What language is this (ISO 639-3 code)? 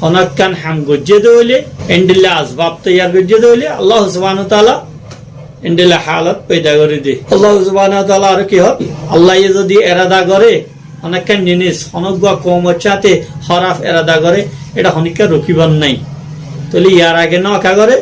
rhg